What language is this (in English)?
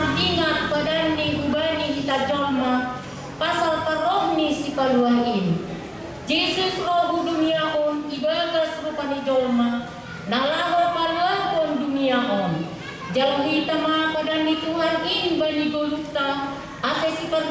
Batak Simalungun